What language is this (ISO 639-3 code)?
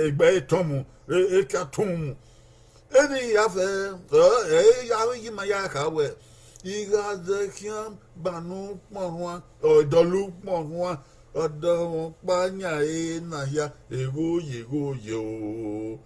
bin